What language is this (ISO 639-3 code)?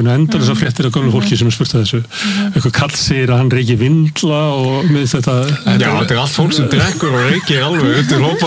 isl